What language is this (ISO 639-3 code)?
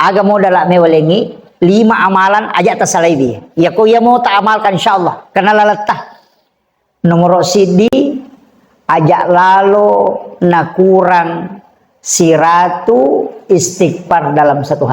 bug